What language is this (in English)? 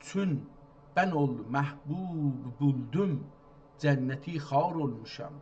South Azerbaijani